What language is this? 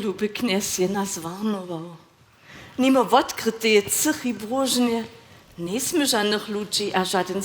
Upper Sorbian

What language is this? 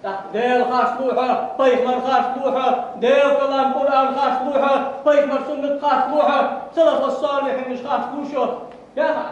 Ingush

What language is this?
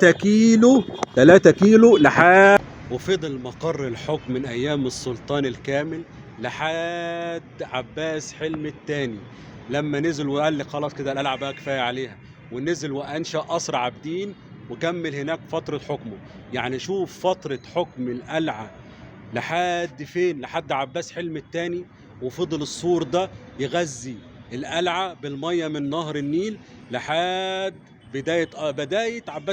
Egyptian Arabic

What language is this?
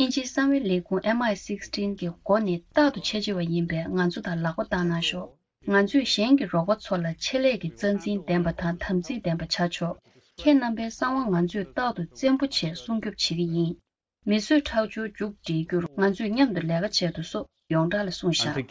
Tibetan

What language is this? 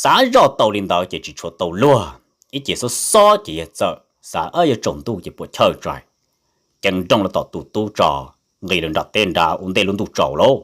Hmong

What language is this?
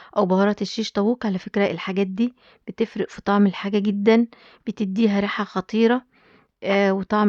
Egyptian Arabic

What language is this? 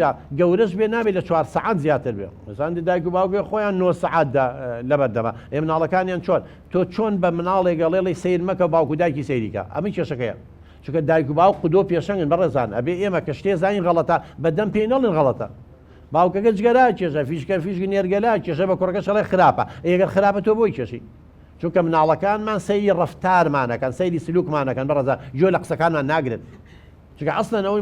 Central Kurdish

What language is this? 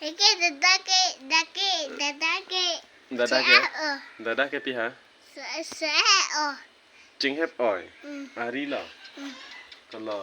Karbi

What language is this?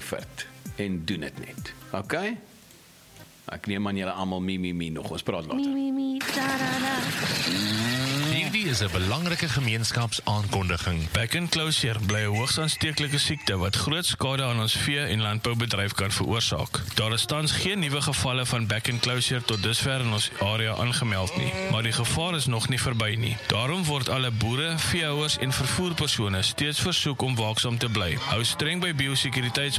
Afrikaans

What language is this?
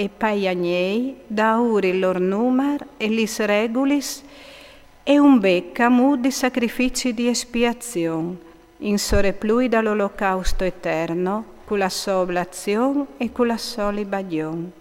Friulian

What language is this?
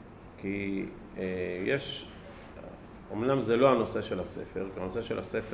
Hebrew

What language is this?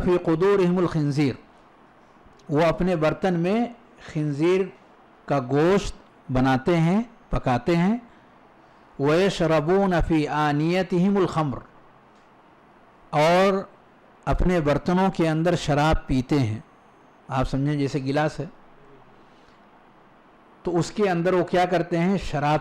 Urdu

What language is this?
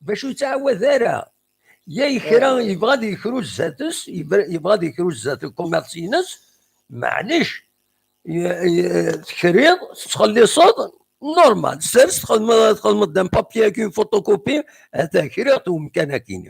Kabyle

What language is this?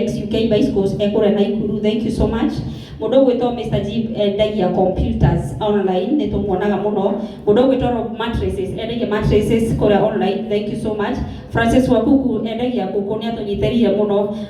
Kikuyu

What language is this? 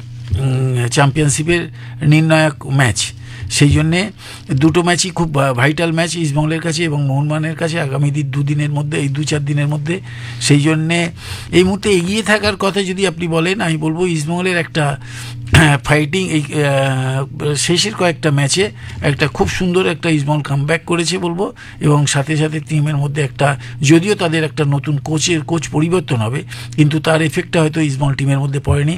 Bangla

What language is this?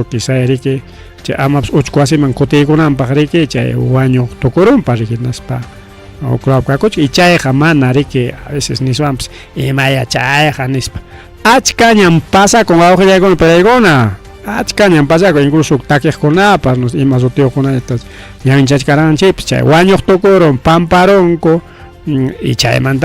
Ayacucho Quechua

